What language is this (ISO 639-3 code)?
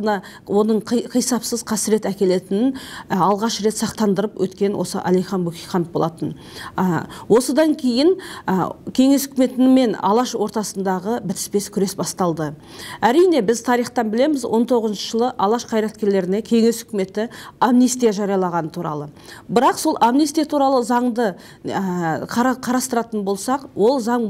kaz